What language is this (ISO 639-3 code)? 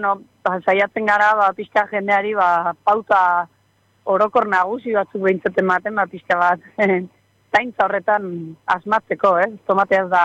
eus